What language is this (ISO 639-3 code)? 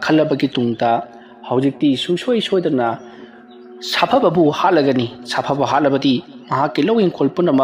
mni